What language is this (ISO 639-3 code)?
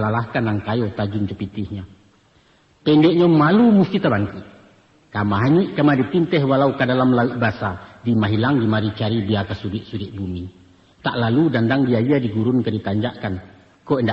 min